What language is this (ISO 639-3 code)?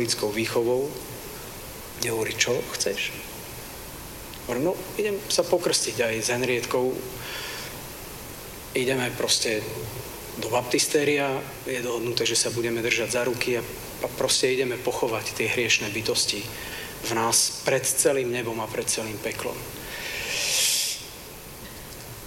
slk